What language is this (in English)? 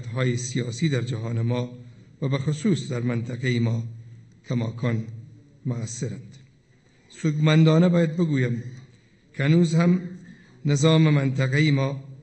Persian